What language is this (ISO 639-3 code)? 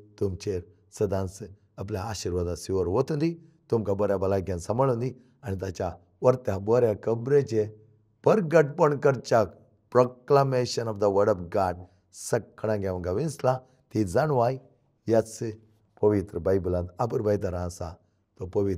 kok